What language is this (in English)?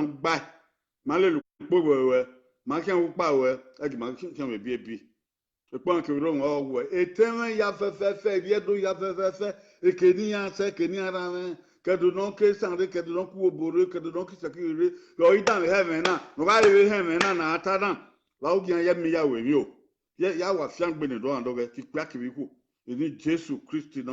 Bini